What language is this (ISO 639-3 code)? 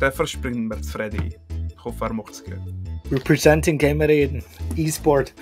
gsw